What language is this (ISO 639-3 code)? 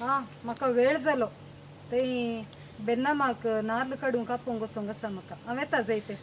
kok